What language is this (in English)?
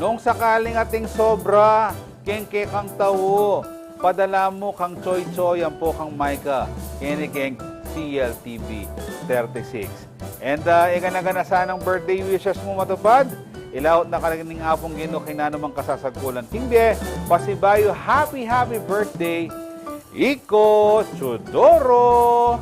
Pampanga